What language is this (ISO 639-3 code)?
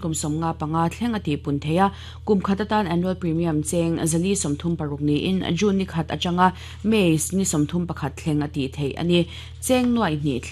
lus